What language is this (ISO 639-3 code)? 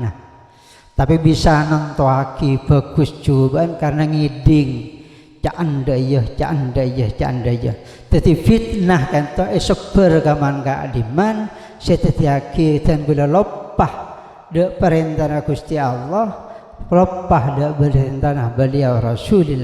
mad